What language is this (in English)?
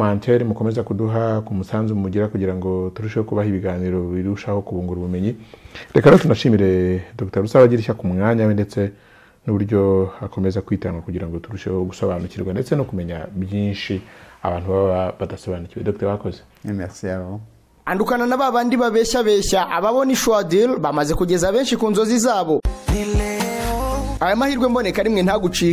Kinyarwanda